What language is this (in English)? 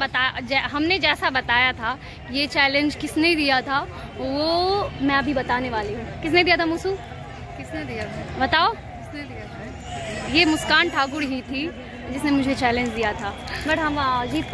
Hindi